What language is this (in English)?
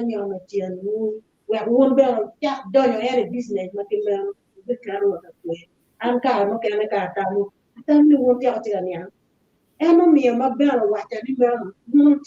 Acoli